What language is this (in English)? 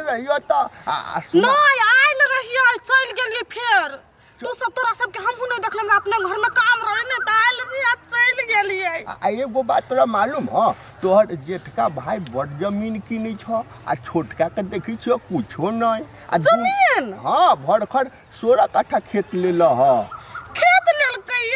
Maithili